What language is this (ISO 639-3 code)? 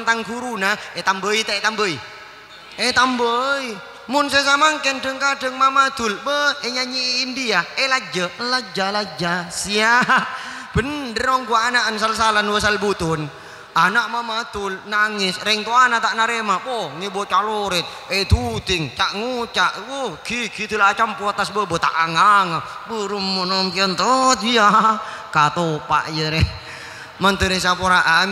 mad